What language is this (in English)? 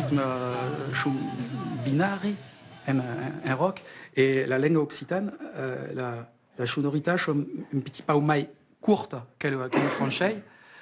Occitan